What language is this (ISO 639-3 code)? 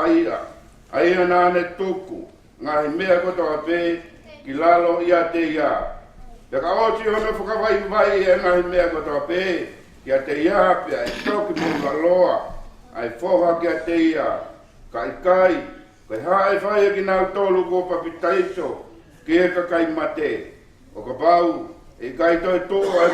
ton